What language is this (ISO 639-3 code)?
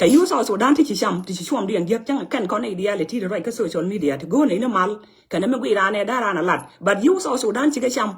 nus